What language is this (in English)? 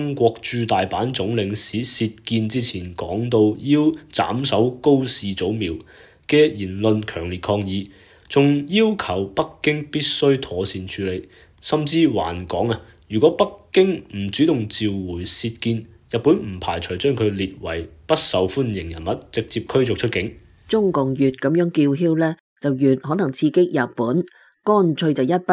Cantonese